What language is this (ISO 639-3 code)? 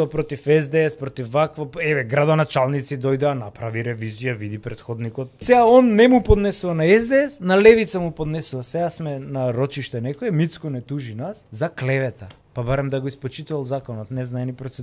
mkd